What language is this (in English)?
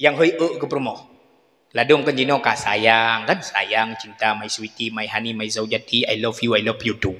Achinese